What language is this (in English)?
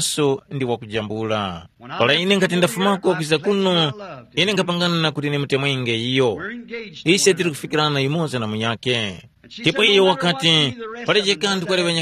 Tumbuka